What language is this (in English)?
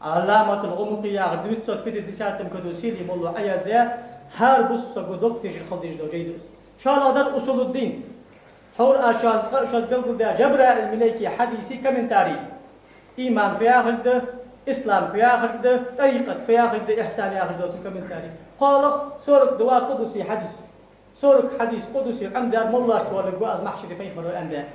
Ingush